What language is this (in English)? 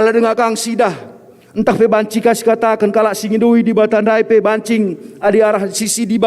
Batak Karo